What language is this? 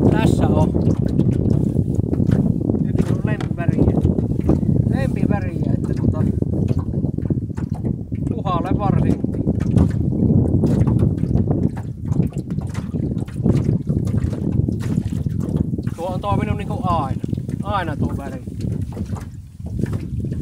Finnish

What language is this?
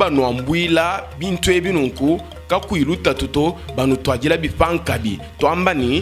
Luba-Lulua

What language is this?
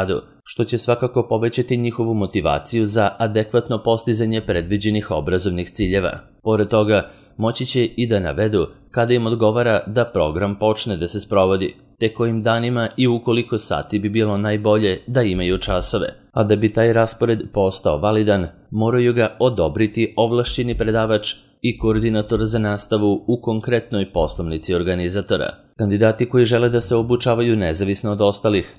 Serbian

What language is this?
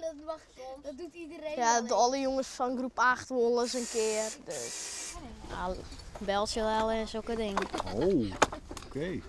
Western Frisian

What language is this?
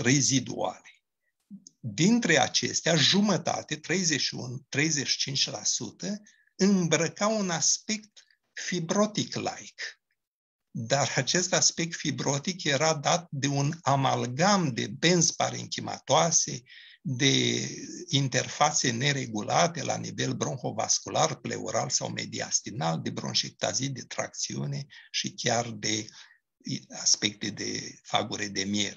Romanian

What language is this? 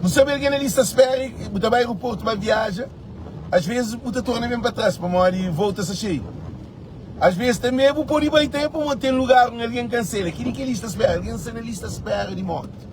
Kabuverdianu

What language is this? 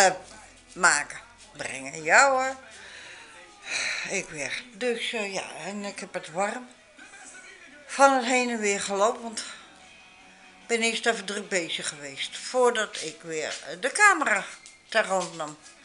Dutch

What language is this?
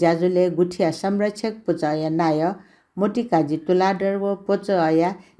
Newari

